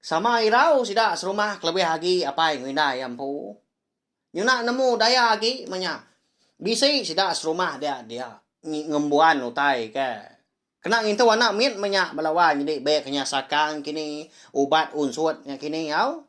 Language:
Iban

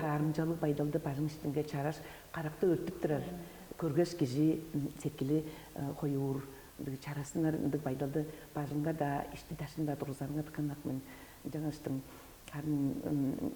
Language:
Tuvinian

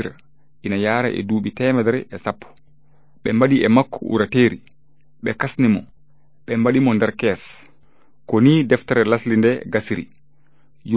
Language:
Fula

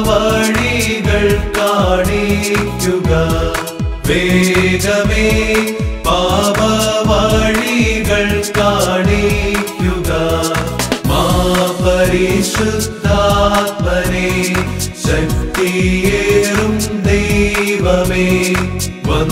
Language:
Malayalam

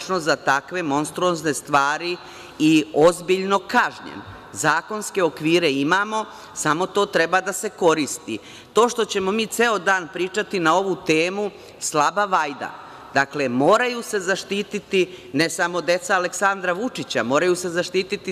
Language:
Serbian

